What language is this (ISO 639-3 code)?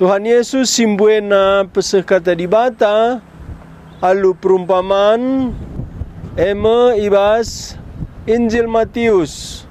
btx